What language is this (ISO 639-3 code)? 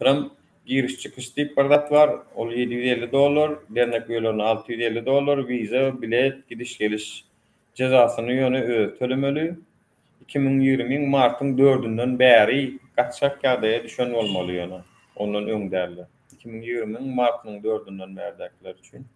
tuk